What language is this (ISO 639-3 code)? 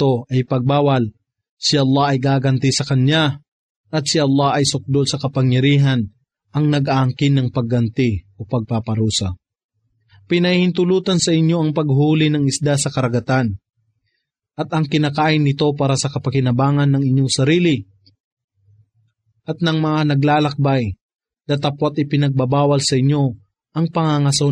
fil